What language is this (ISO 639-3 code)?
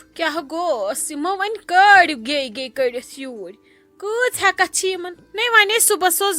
kas